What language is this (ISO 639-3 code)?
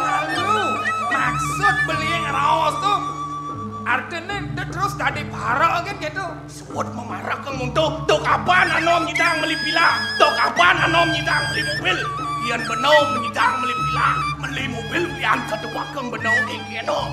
ban